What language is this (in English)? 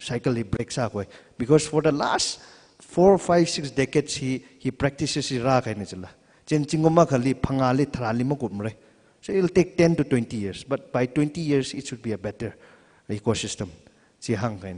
Tangkhul Naga (India)